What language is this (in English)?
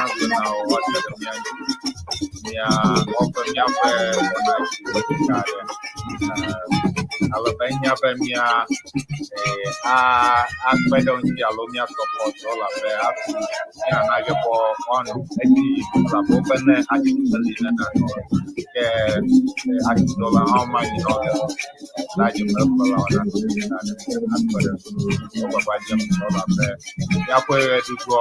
Ewe